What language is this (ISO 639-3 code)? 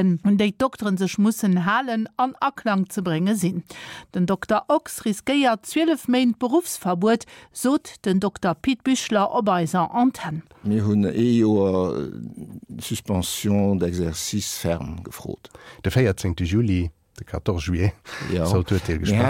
ltz